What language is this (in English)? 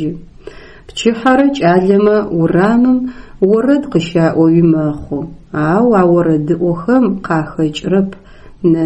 Adyghe